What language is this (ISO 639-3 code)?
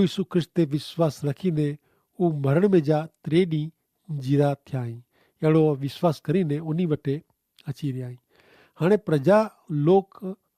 kfr